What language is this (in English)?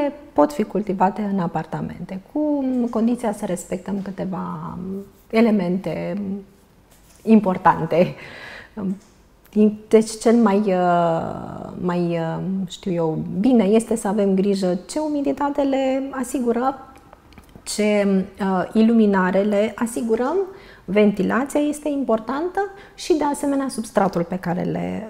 Romanian